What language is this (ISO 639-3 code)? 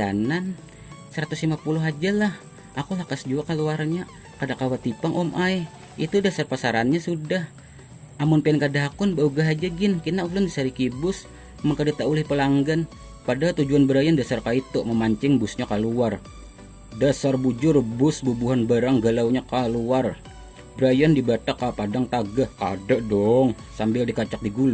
bjn